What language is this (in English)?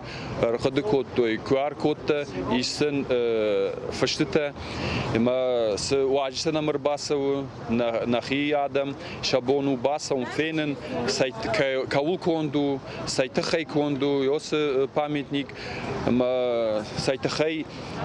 Ossetic